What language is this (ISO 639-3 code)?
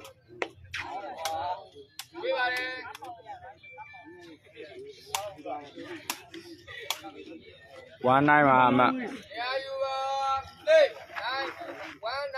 mya